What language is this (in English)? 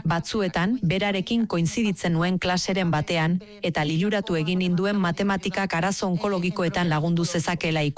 Basque